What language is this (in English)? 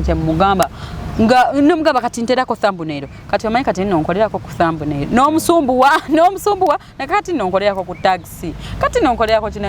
Ganda